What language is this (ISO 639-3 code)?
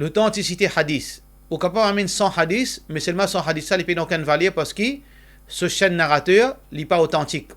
mfe